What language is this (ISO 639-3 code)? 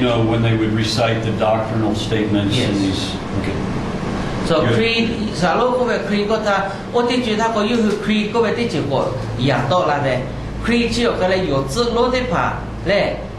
lhu